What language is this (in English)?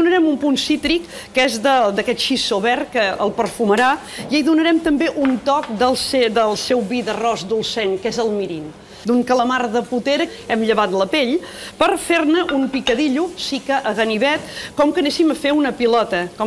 Catalan